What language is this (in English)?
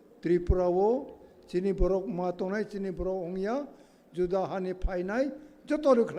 Kok Borok